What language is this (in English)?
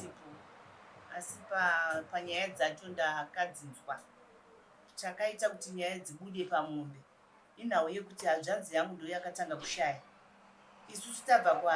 Shona